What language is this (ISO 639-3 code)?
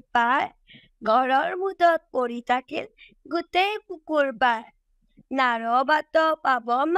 asm